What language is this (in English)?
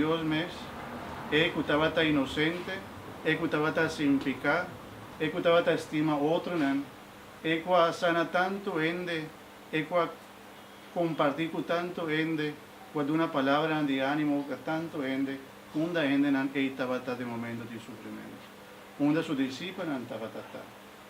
Papiamento